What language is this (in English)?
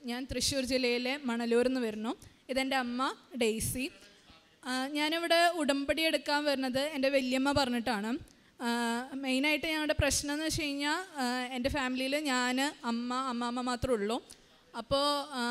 Malayalam